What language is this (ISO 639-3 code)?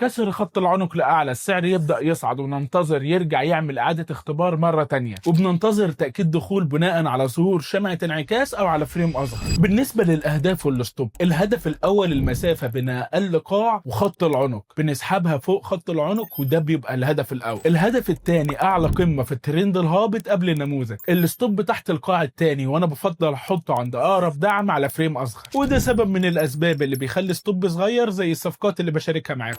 arz